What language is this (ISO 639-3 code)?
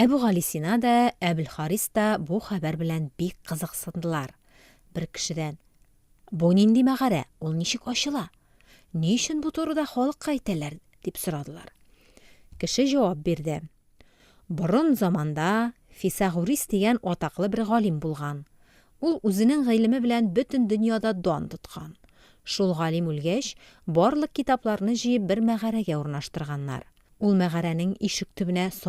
tat